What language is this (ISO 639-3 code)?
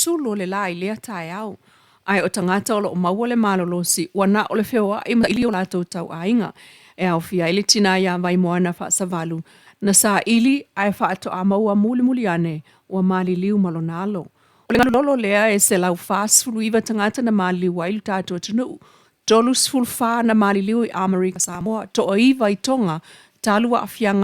smo